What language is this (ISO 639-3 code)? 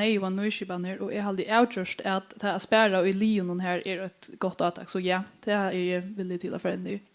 fao